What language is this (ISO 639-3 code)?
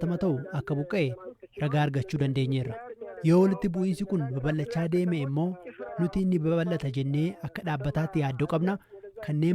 orm